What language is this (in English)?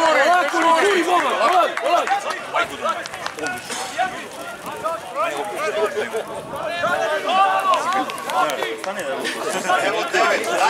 Serbian